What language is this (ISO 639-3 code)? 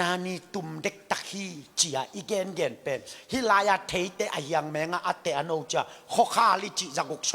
ctd